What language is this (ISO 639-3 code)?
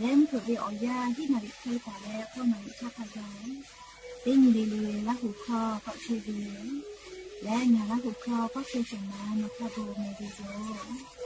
lhu